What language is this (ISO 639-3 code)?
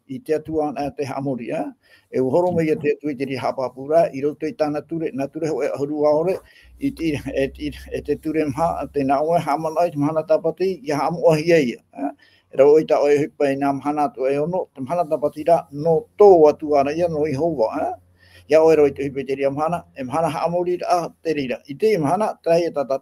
tah